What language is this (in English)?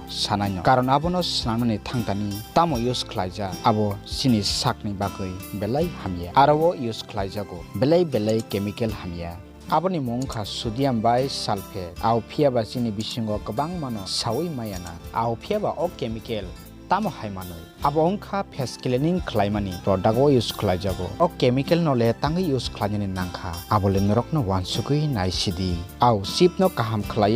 Kok Borok